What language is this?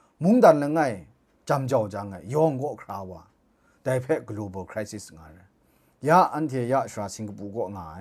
Kachin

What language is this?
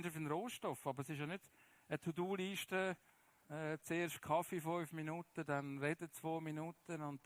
Swiss German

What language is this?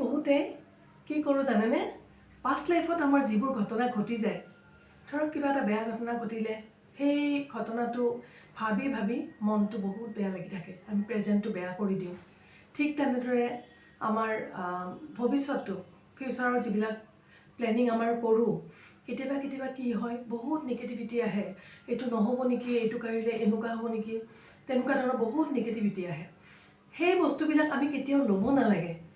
Assamese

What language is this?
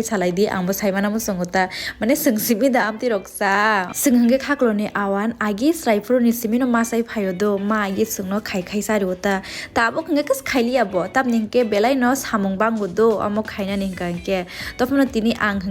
Kok Borok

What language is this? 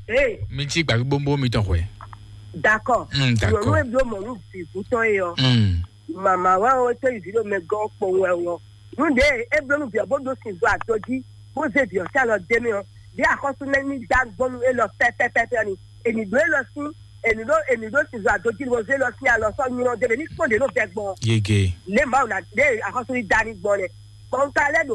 Fon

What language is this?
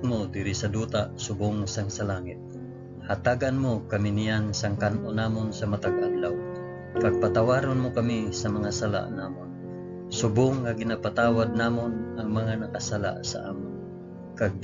Hiligaynon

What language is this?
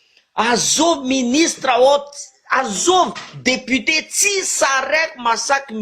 Malagasy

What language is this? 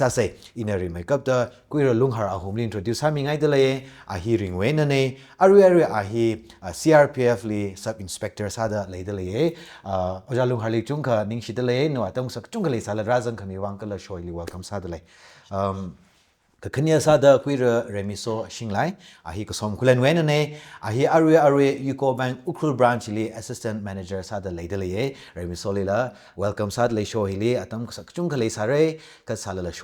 Tangkhul Naga (India)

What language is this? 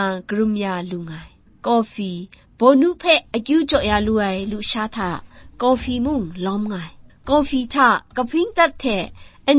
Kachin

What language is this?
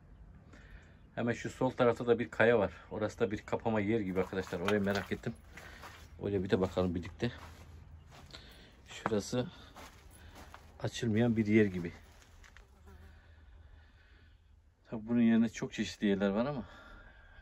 Turkish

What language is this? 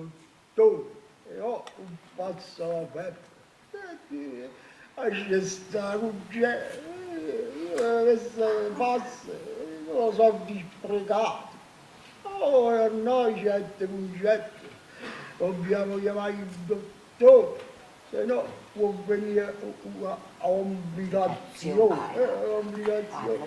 Neapolitan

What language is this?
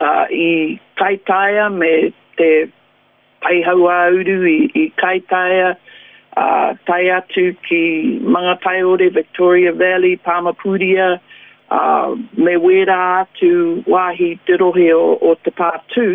Māori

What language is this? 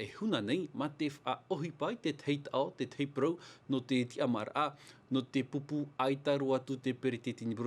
Tahitian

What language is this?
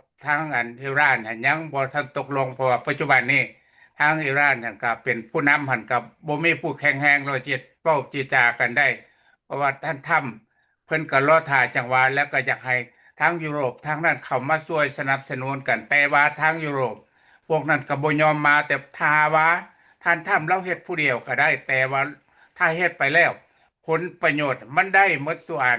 Lao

